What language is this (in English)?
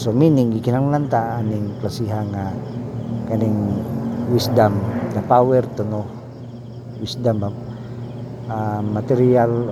Cebuano